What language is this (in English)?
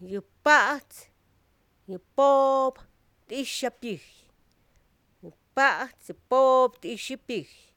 Slovenian